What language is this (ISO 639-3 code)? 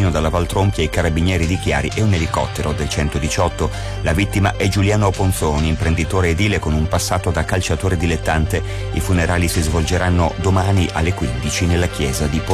ita